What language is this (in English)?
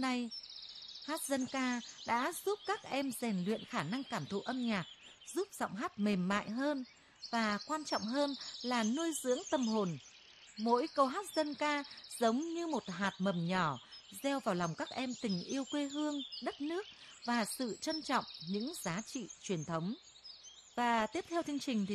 Vietnamese